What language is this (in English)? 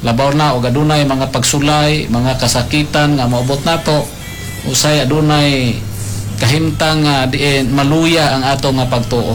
Cebuano